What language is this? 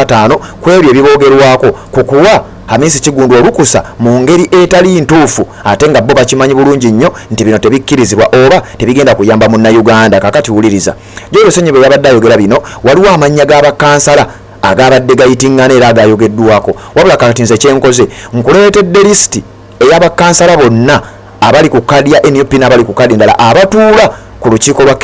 Ganda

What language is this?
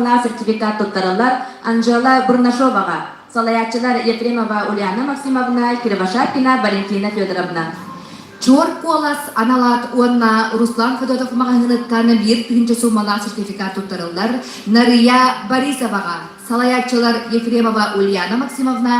Yakut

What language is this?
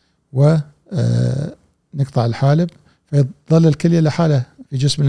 Gulf Arabic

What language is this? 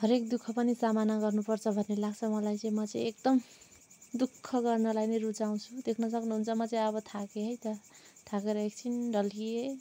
Nepali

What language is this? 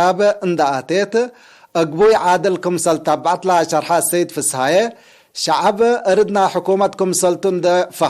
Tigre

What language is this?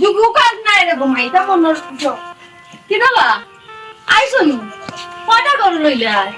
Sylheti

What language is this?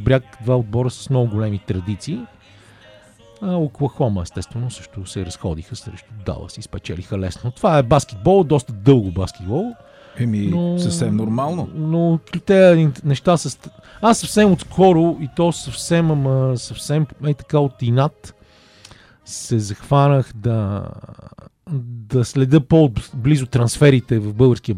Bulgarian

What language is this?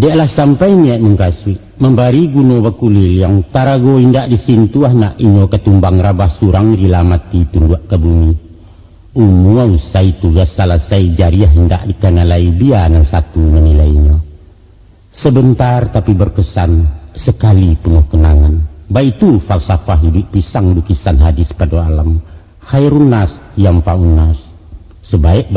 Minangkabau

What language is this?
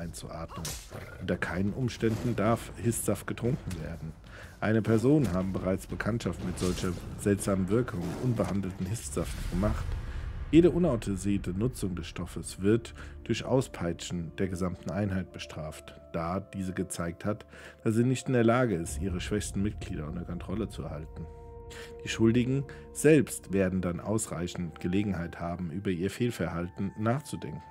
German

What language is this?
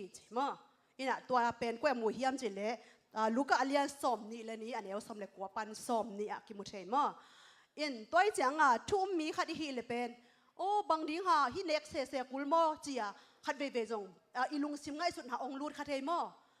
Tedim Chin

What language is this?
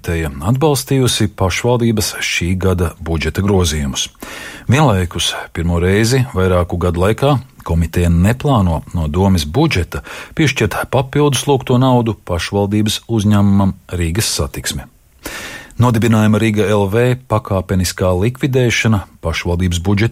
Latvian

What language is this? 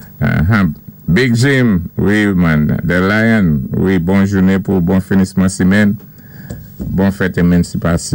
Saint Lucian Creole French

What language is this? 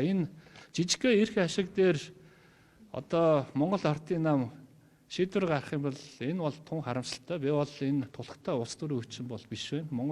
Mongolian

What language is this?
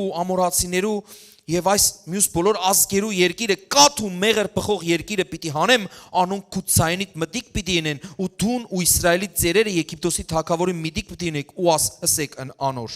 Western Armenian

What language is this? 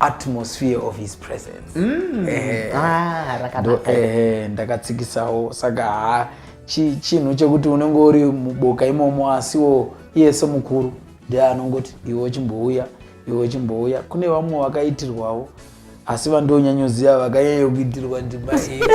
Shona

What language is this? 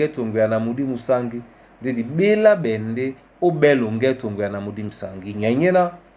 Duala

